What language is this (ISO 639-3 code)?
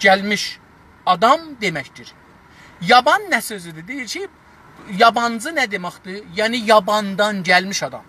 azb